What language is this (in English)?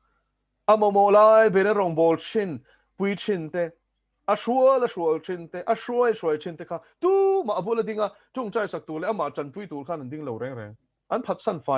Mizo